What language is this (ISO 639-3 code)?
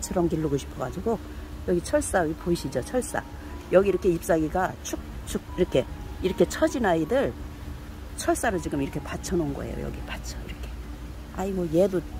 kor